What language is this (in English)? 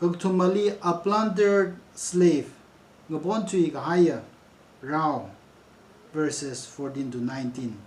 Tangkhul Naga (India)